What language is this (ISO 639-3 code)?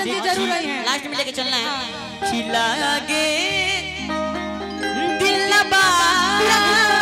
bho